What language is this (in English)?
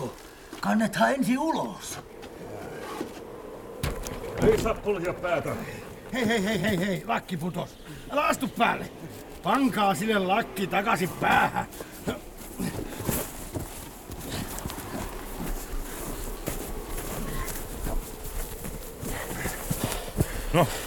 Finnish